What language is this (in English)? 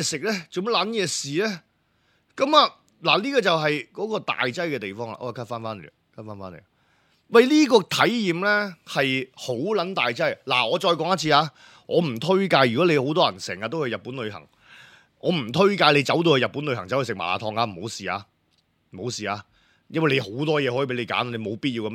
Cantonese